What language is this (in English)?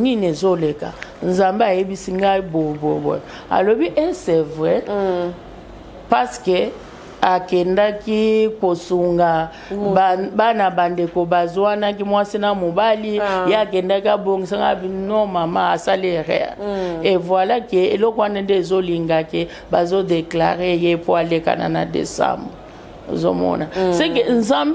Lingala